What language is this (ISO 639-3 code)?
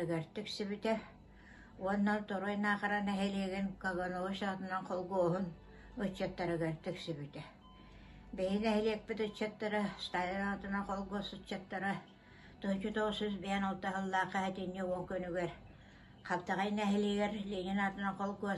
sah